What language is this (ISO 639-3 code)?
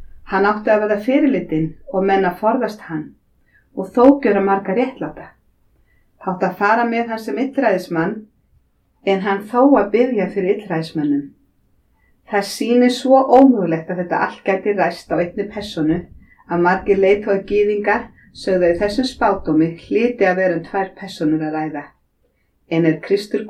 isl